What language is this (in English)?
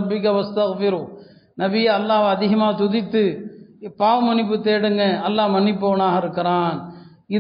Tamil